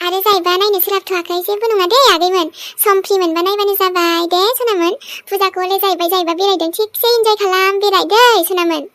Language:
Bodo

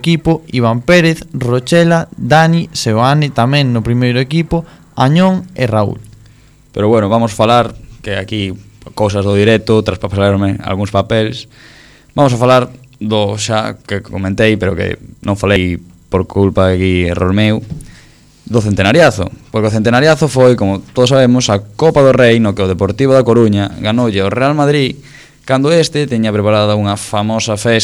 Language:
Galician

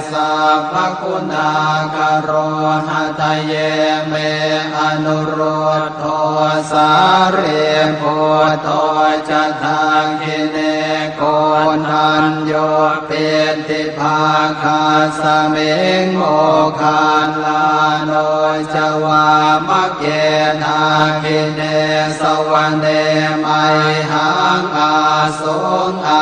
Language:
Pali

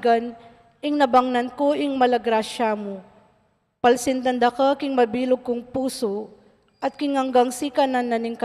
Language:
Pampanga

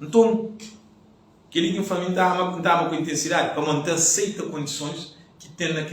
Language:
Kabuverdianu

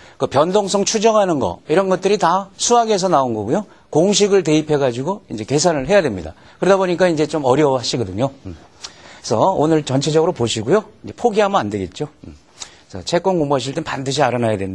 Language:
Korean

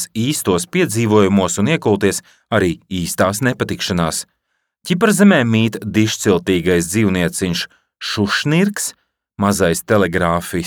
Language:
Latvian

